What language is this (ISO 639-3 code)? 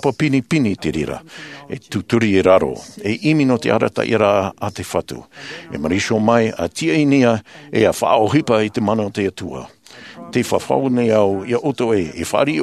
tah